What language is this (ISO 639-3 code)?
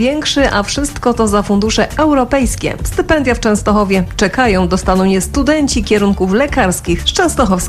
pol